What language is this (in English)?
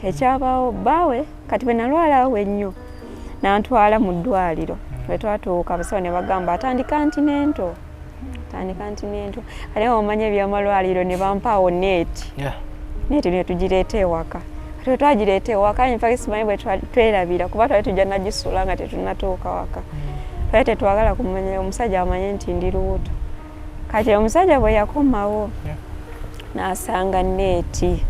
Ganda